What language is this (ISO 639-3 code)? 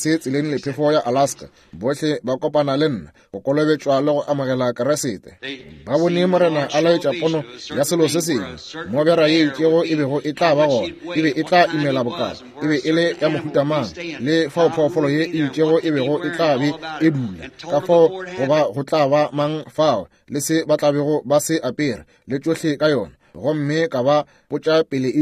nso